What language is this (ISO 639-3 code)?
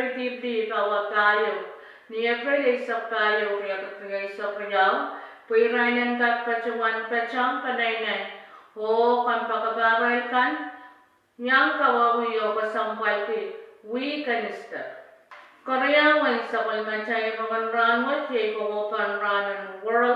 pon